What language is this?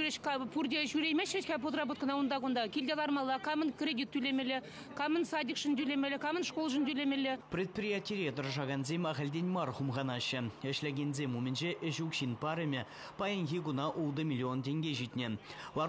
Chuvash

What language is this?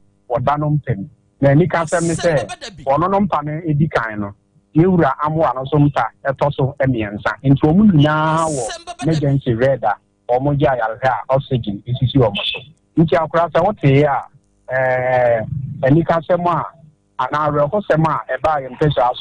Akan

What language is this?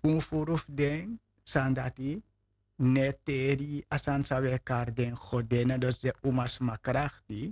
Sranan Tongo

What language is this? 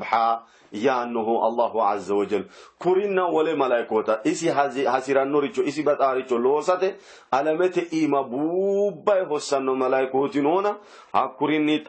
Sidamo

